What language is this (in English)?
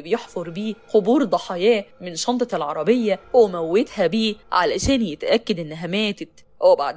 Egyptian Arabic